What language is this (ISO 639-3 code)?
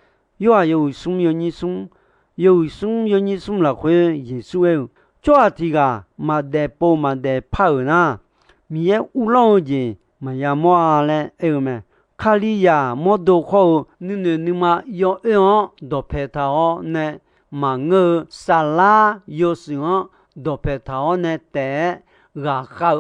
ahk